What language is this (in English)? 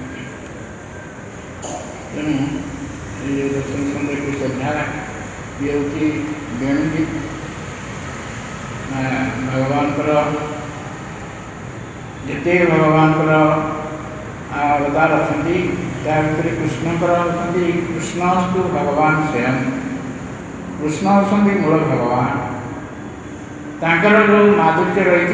Odia